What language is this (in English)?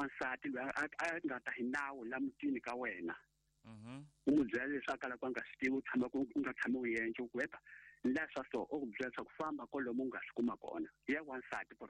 Tsonga